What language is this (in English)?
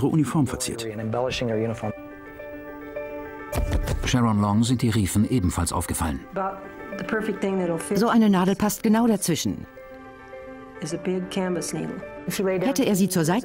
German